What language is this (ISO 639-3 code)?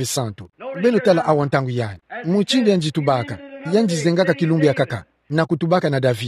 ktu